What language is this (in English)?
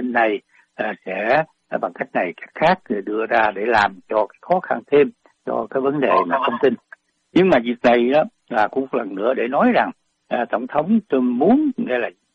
Vietnamese